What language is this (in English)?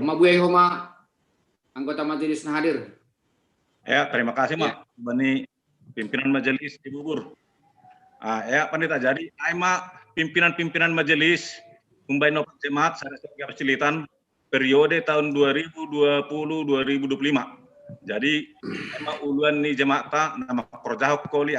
Batak Simalungun